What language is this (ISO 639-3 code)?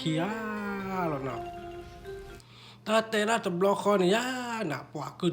ksw